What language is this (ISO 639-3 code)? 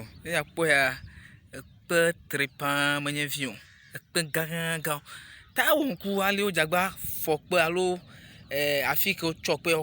ewe